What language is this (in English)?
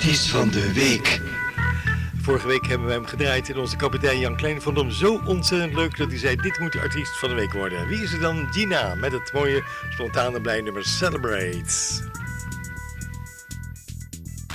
Dutch